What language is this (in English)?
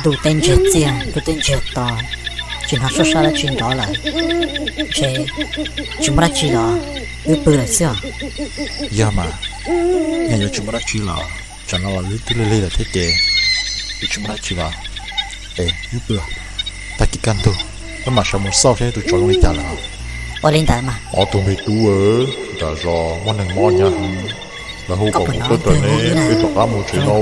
Hmong